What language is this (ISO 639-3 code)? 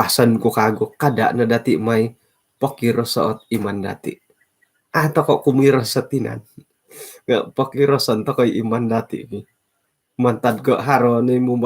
dtp